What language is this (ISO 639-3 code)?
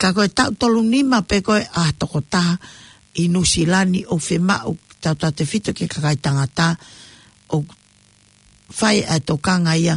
ton